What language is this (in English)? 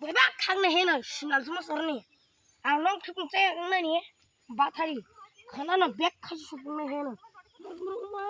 Kok Borok